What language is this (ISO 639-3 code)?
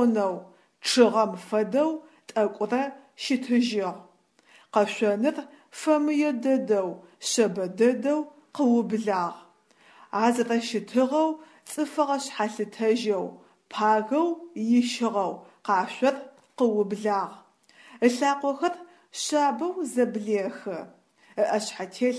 ady